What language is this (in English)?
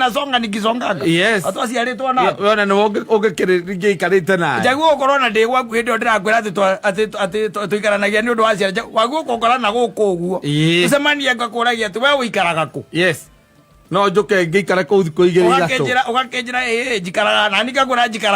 Kikuyu